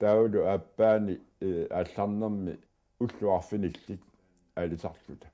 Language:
Kalaallisut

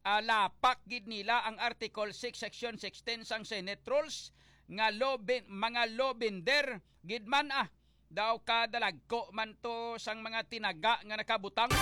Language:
Hiligaynon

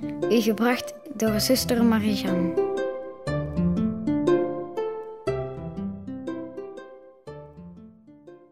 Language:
Dutch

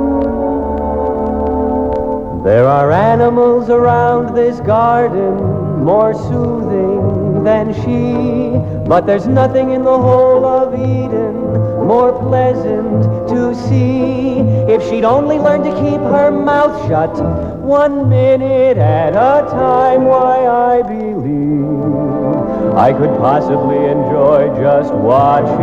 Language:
English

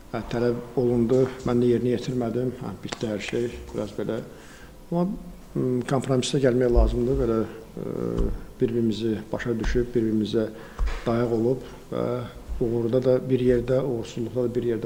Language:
Azerbaijani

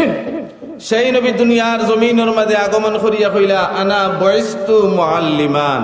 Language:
Sylheti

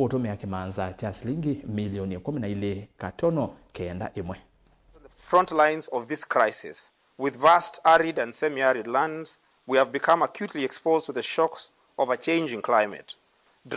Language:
Kamba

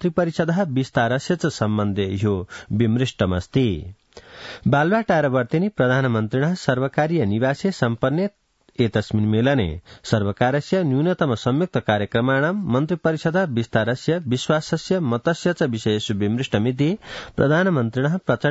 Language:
Sanskrit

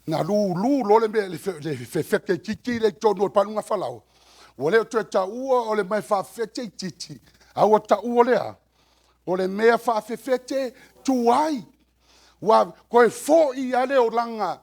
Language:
Samoan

